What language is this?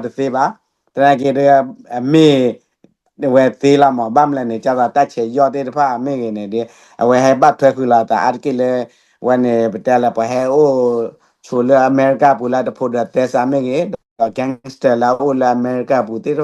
S'gaw Karen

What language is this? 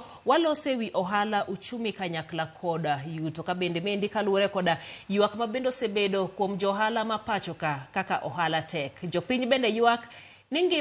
Luo (Kenya and Tanzania)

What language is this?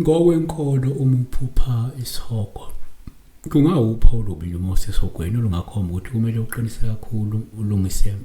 Zulu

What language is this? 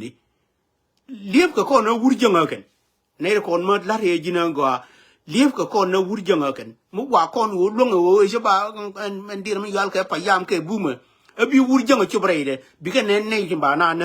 Nuer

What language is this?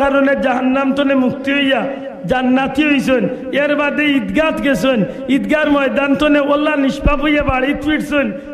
Sylheti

